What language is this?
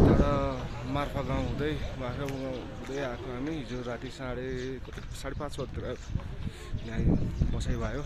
Nepali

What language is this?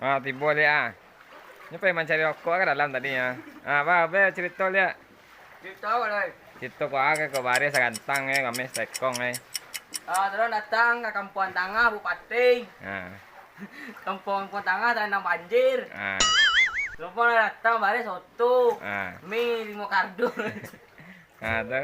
Minangkabau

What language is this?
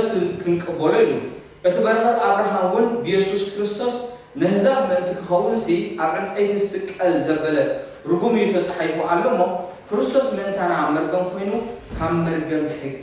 Tigrinya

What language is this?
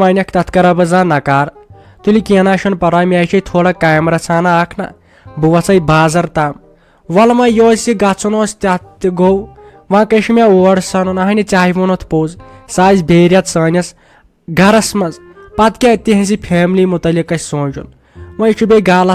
Kashmiri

